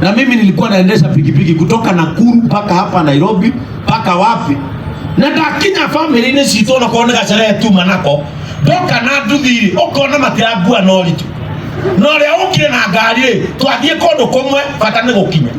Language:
Kikuyu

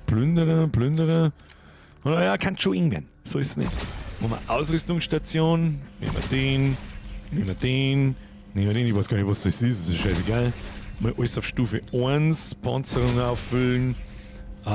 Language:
Bavarian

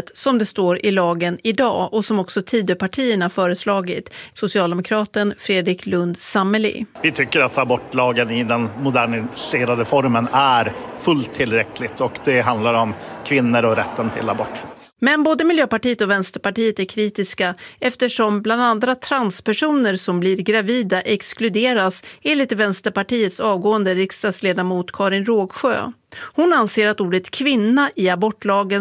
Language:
Swedish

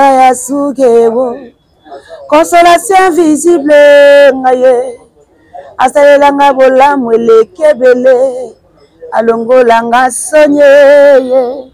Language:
Lingala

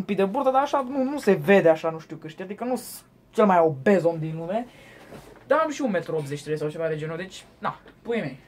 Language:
Romanian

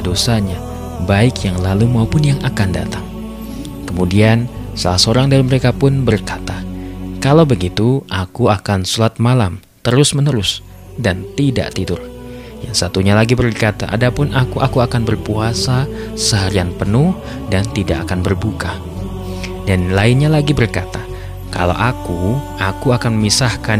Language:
Indonesian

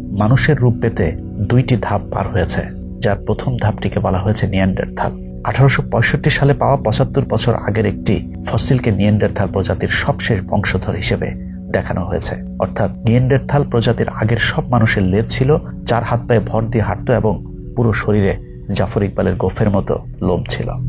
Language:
Bangla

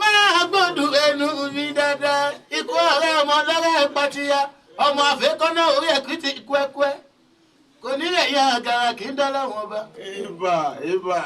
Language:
Yoruba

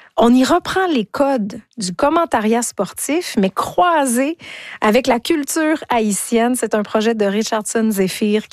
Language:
French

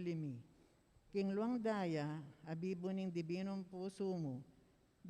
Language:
Pampanga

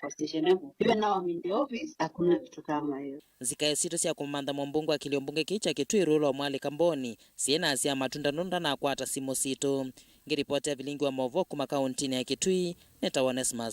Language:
Kamba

